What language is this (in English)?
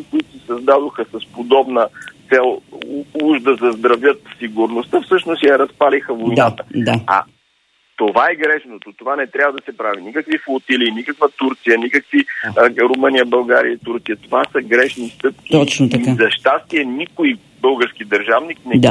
Bulgarian